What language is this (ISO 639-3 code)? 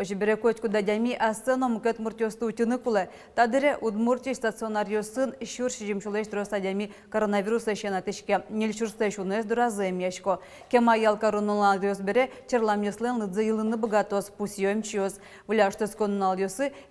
udm